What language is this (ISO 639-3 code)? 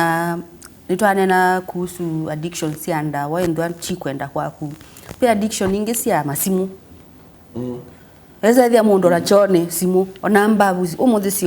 kam